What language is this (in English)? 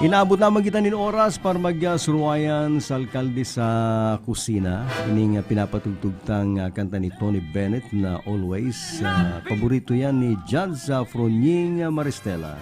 Bikol